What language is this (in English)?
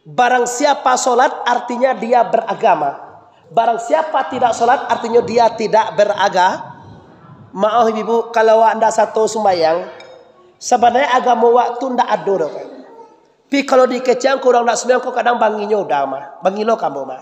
Minangkabau